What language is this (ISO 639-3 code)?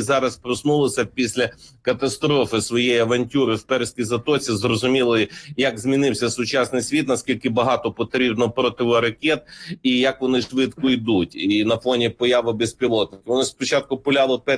ukr